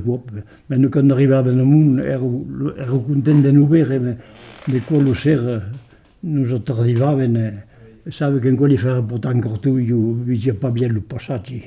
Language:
Occitan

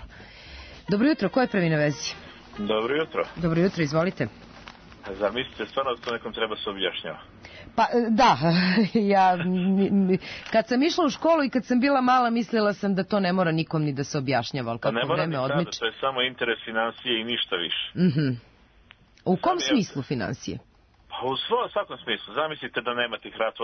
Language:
Serbian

